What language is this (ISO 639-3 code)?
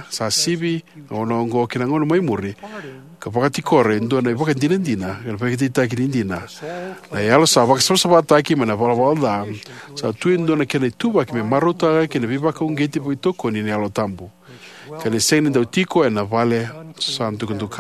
fij